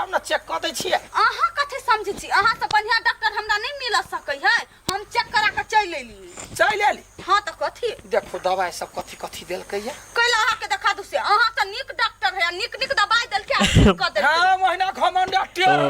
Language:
Maithili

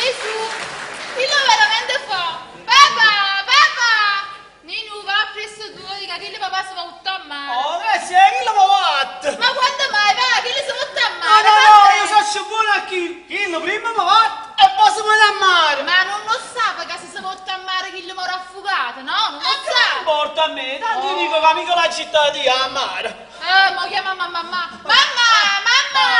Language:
Neapolitan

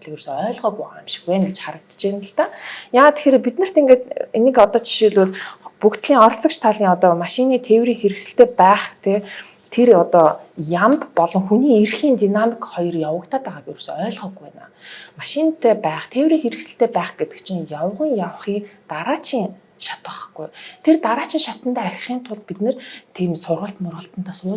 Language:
Mongolian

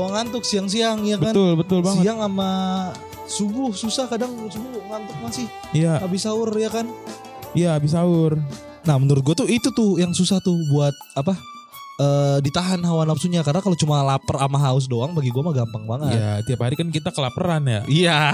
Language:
Indonesian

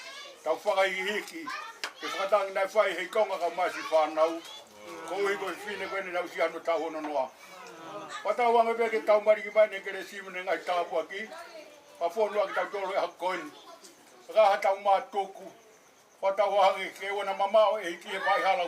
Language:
Tongan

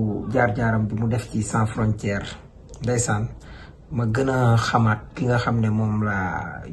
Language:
Wolof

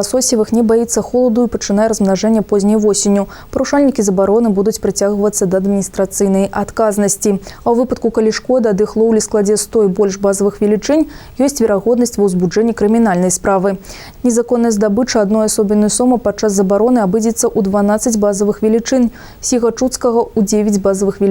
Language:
Belarusian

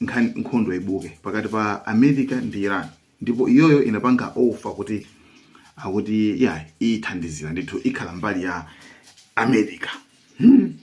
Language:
Nyanja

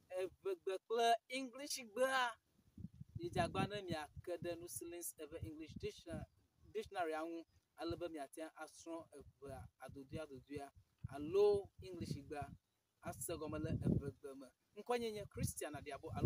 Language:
Ewe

